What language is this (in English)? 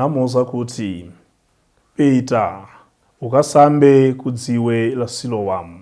Nyanja